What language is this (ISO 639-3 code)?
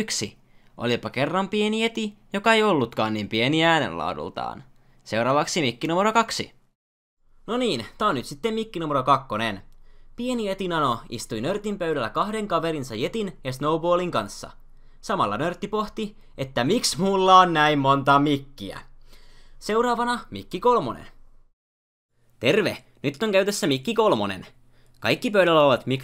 fin